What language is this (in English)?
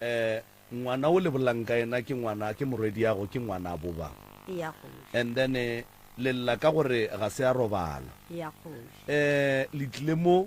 Northern Sotho